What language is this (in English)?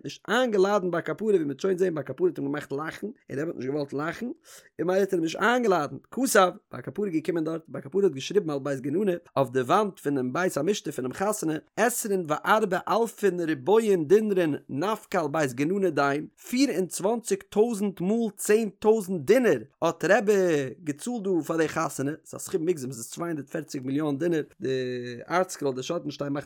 Yiddish